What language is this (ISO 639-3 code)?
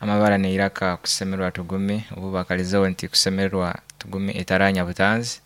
nyo